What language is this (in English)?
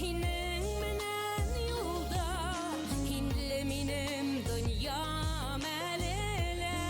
Bashkir